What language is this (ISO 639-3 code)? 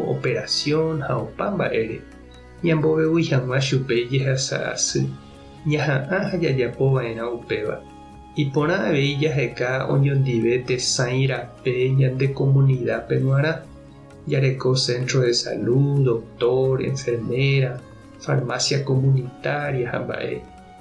grn